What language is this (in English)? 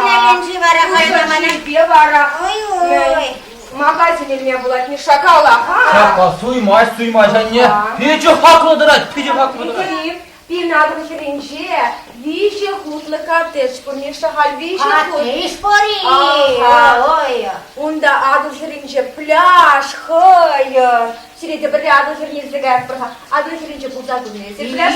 Chuvash